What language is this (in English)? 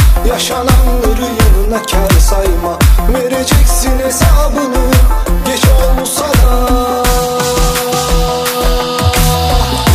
Turkish